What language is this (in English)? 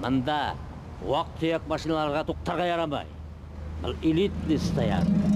Bashkir